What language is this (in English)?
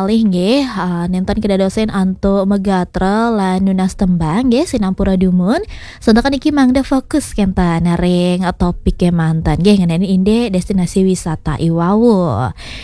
Balinese